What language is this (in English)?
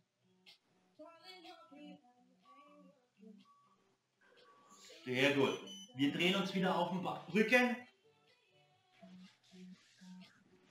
German